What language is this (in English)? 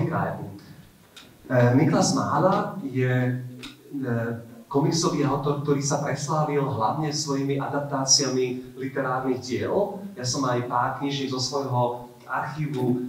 Slovak